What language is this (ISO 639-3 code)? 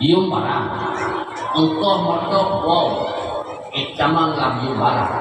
ace